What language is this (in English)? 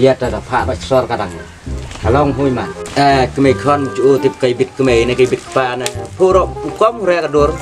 Khasi